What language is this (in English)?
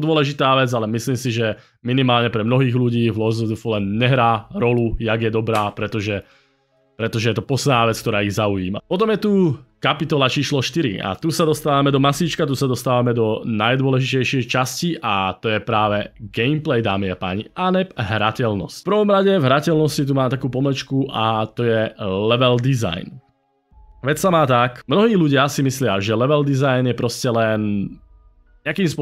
Slovak